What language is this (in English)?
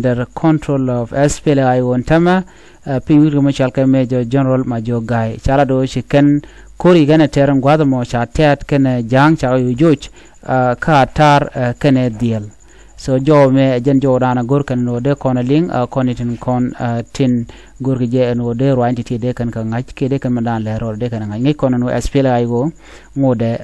Nuer